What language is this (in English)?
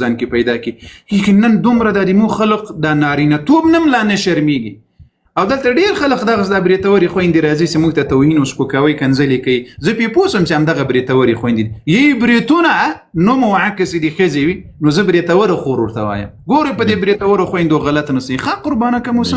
Pashto